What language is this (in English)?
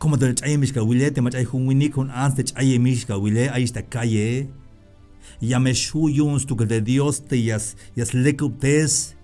Tzeltal